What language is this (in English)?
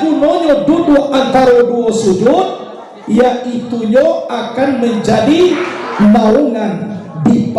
Minangkabau